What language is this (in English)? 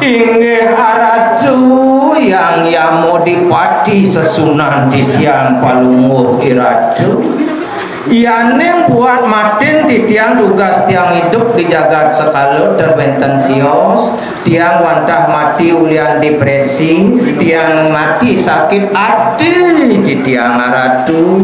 Balinese